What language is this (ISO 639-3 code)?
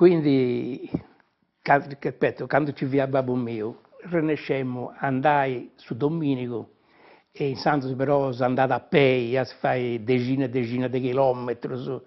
srd